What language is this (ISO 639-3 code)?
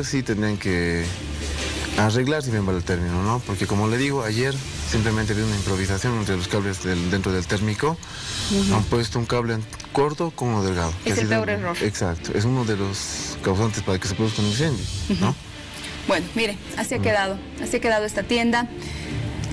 spa